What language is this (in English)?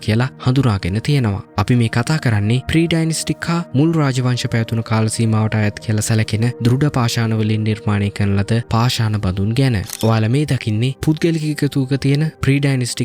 Sinhala